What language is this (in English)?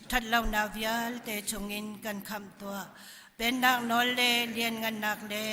Hakha Chin